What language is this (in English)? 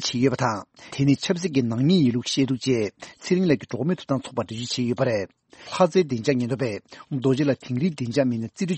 Tibetan